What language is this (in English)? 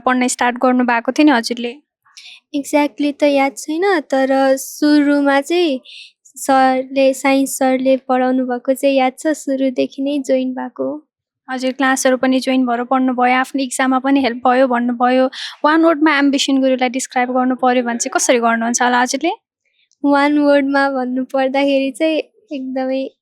Nepali